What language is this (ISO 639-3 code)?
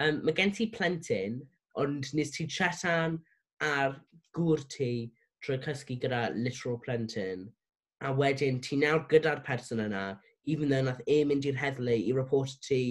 cym